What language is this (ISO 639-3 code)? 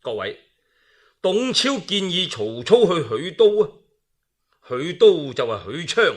yue